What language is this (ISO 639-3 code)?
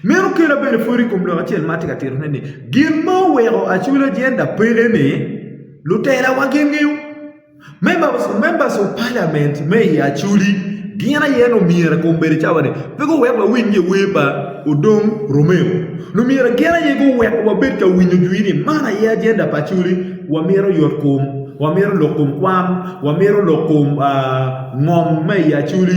ach